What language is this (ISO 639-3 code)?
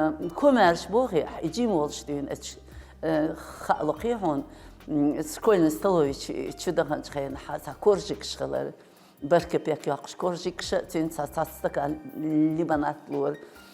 che